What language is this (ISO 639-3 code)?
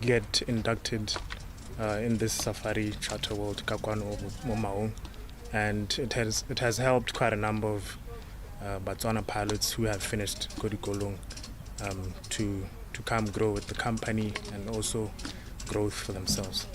tsn